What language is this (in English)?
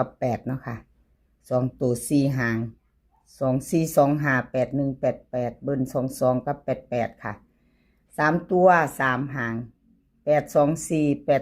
Northeastern Thai